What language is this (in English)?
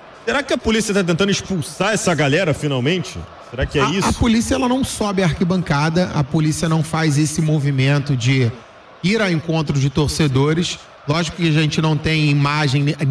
Portuguese